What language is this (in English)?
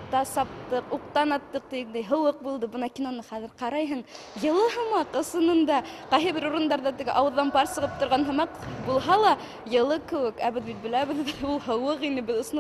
Bashkir